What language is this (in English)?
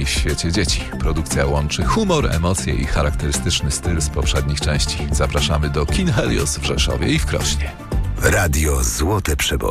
Polish